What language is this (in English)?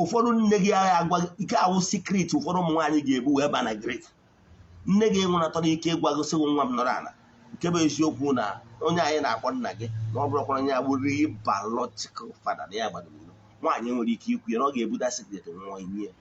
Igbo